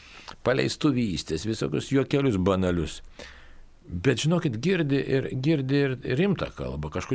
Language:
Lithuanian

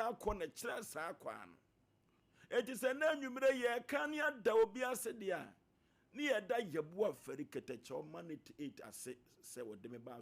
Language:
Akan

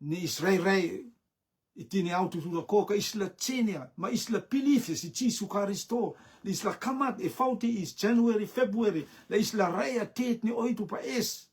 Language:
Rotuman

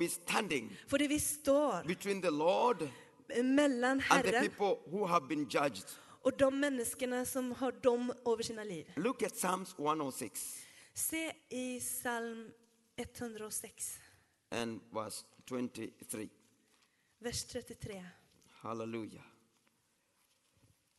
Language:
Swedish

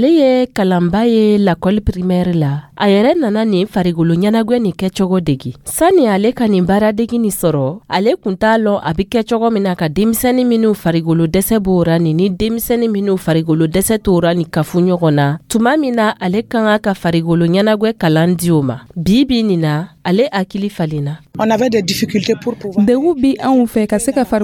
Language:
Dyula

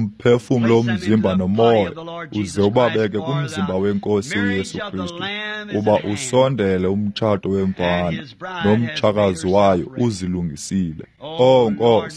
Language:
Xhosa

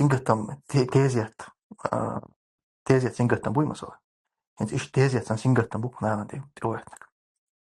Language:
Chechen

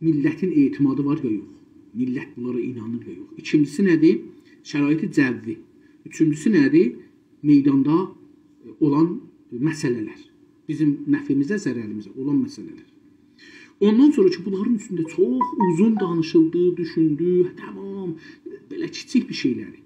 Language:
South Azerbaijani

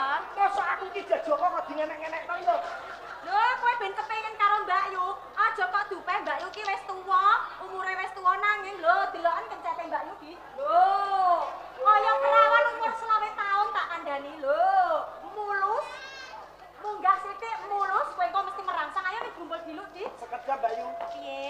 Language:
Javanese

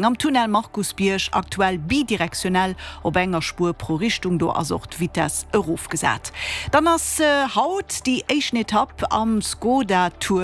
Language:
Luxembourgish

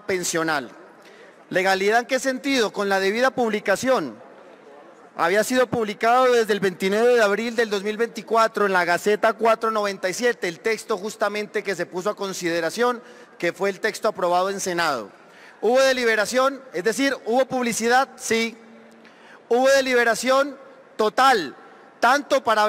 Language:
Spanish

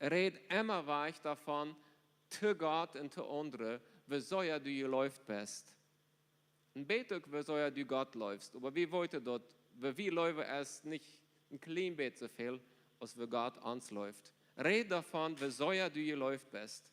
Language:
Plautdietsch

